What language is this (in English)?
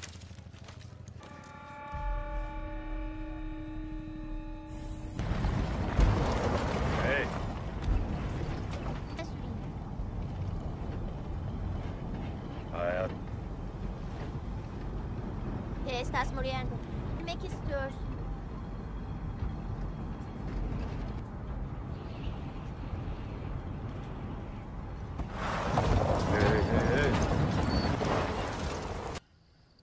Turkish